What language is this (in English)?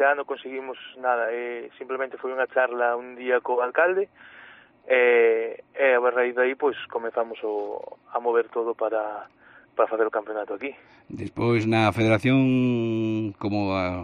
Galician